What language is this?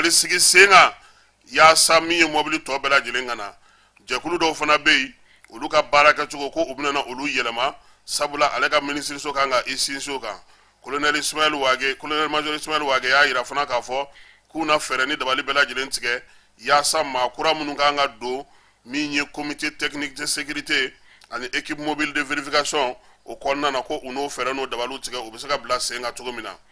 Bambara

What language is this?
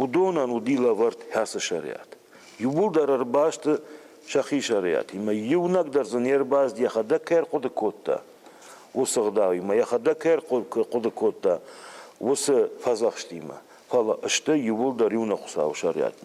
Ossetic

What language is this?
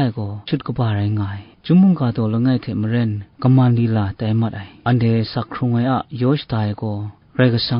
Kachin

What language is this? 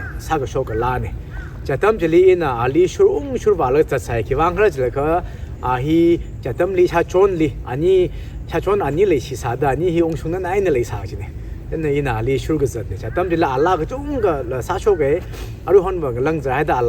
Tangkhul Naga (India)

